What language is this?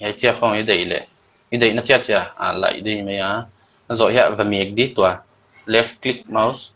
Paite Chin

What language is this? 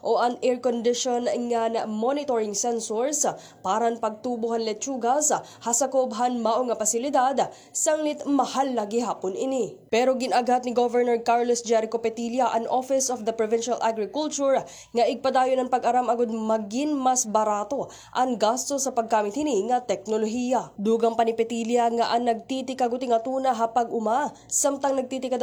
Waray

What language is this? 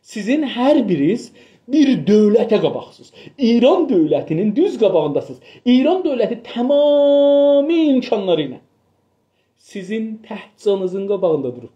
South Azerbaijani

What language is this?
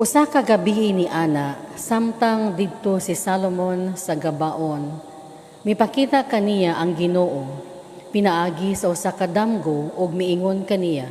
Cebuano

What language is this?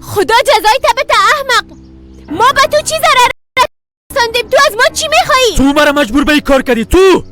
Persian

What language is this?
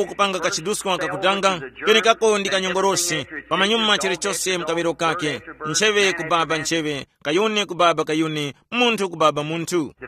Tumbuka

